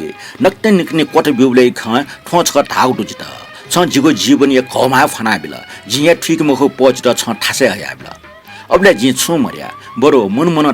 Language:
Newari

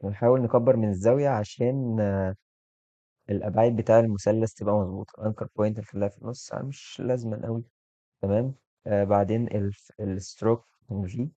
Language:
Egyptian Arabic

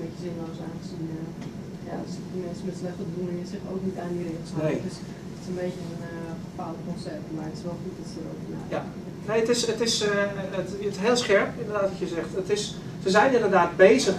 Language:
Dutch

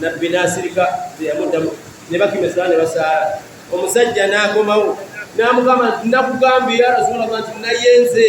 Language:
Ganda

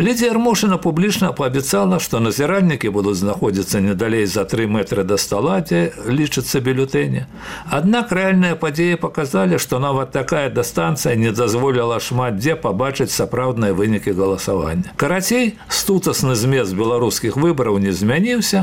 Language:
Belarusian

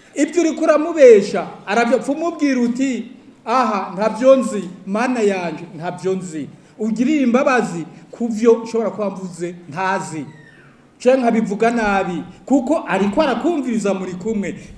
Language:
Rundi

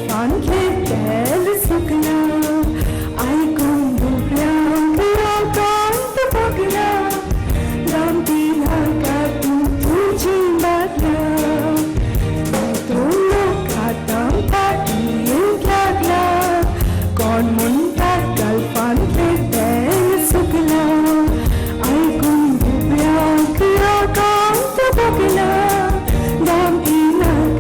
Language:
Konkani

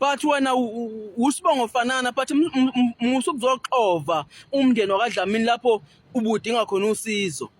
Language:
Zulu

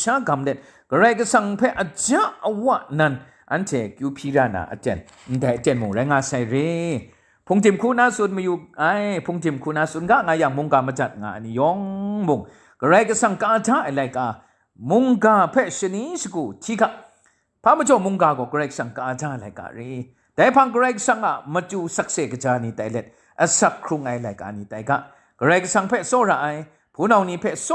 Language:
Kachin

